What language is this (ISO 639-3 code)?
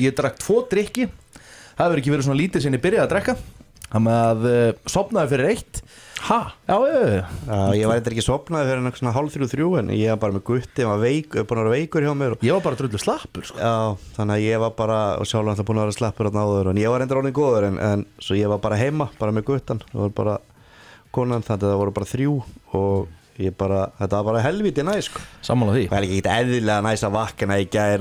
isl